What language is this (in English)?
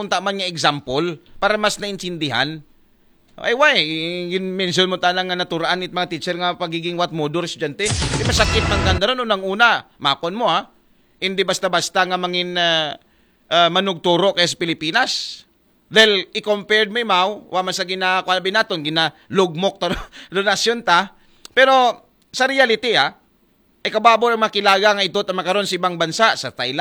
Aklanon